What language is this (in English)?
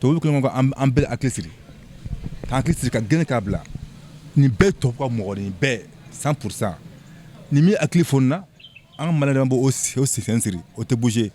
Bambara